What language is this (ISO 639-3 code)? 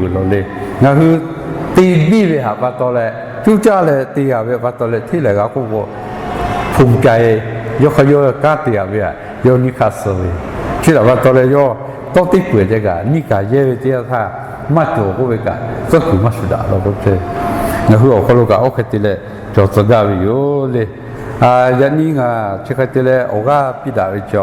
lhu